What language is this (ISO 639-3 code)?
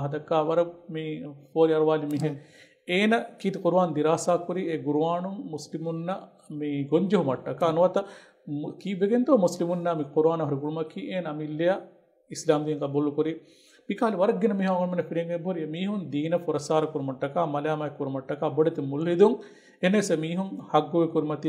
div